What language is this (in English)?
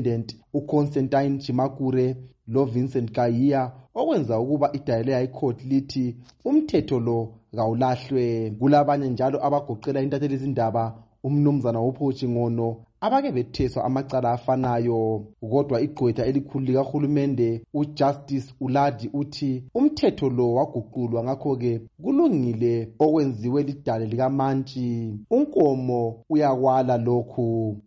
North Ndebele